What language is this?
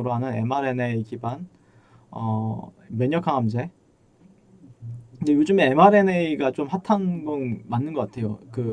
Korean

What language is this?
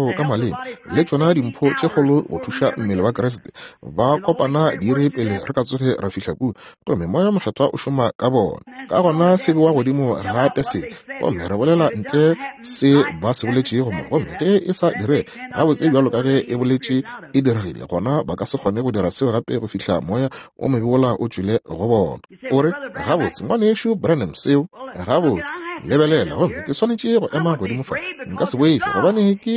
Northern Sotho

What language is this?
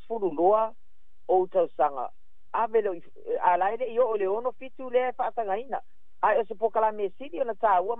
Samoan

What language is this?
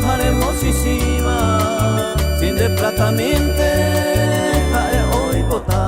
Guarani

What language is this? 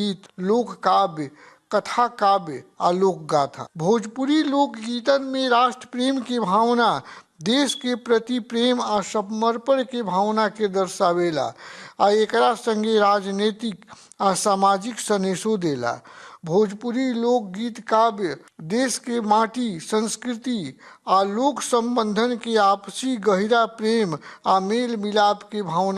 Bhojpuri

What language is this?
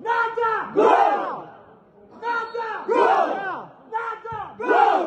Tajik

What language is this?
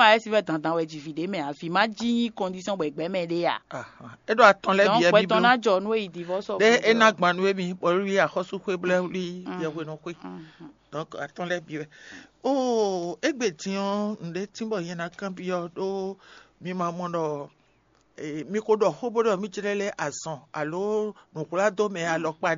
Fon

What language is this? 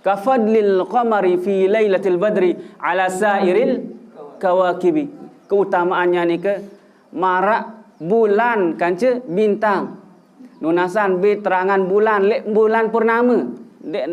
Sasak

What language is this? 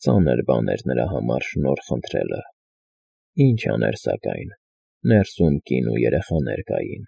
Armenian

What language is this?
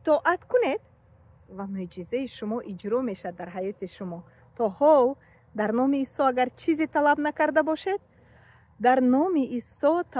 Tajik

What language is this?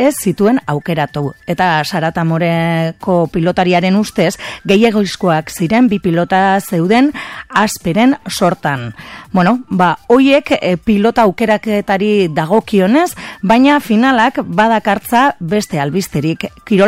Basque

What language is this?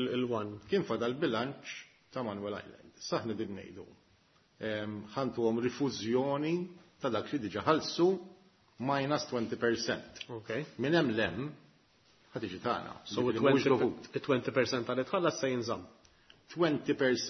Maltese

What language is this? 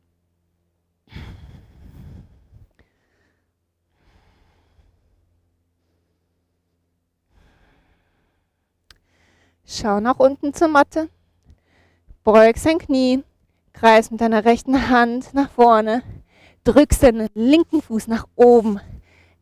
German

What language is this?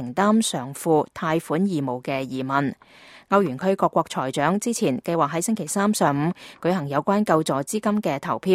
Cantonese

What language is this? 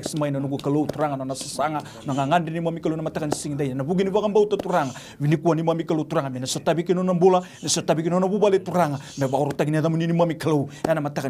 Fijian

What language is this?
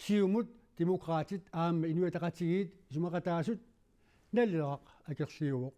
Kalaallisut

